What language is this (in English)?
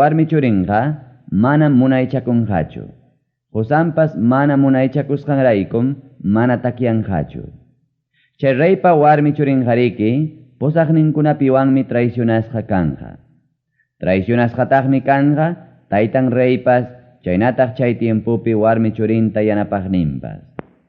Ayacucho Quechua